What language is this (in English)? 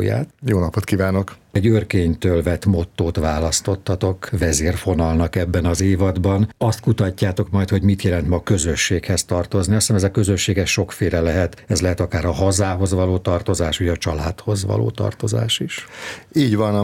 Hungarian